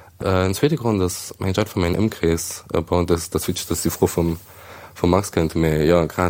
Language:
Luxembourgish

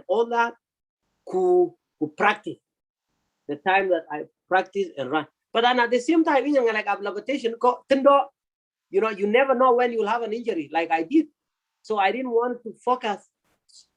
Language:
Kalenjin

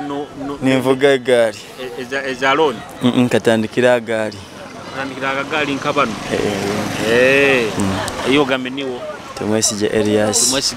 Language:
Nyoro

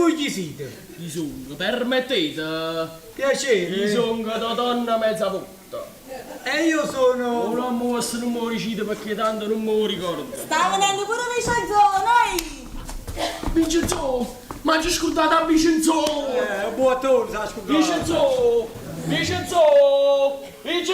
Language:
Neapolitan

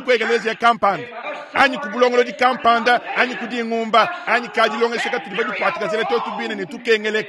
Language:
Luba-Lulua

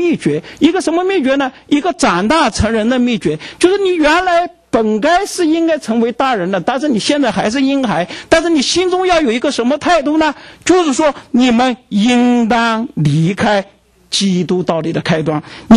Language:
Chinese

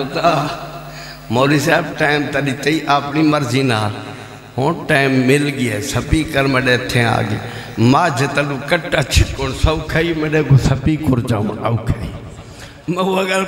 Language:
Saraiki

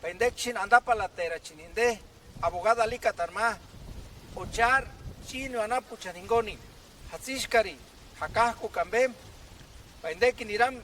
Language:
Purepecha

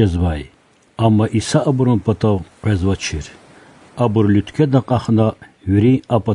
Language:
Lezghian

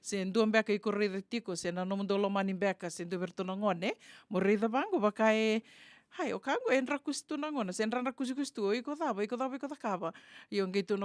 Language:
Fijian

